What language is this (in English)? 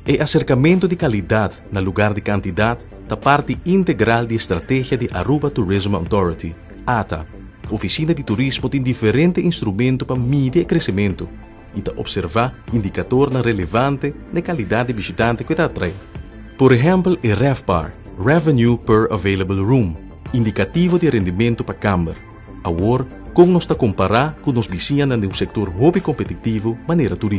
Papiamento